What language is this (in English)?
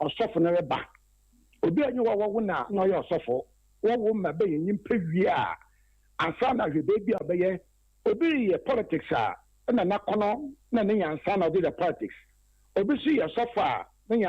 Akan